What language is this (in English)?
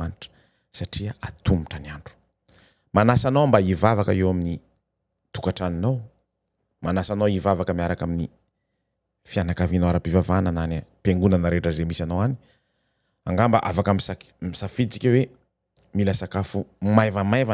Malagasy